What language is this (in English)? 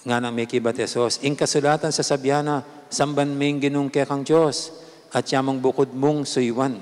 Pampanga